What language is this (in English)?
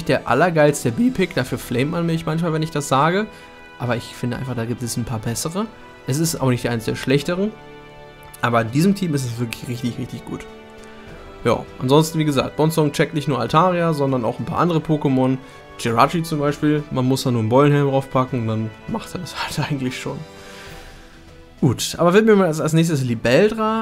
German